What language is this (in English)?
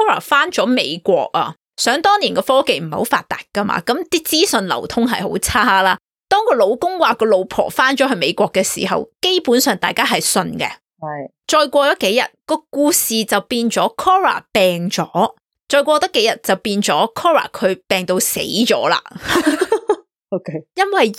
Cantonese